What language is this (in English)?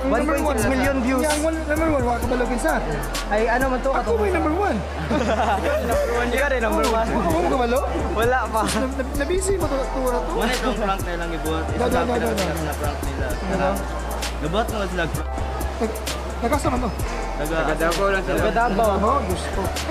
Cebuano